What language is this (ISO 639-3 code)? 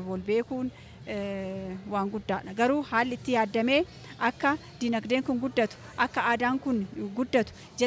orm